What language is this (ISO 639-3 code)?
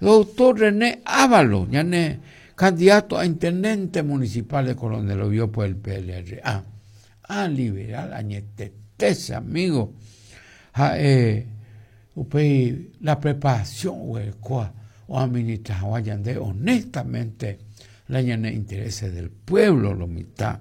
grn